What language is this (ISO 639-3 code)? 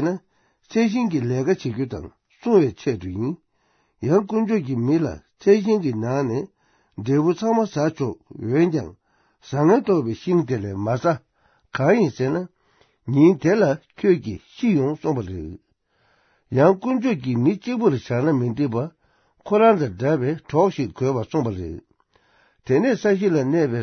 bod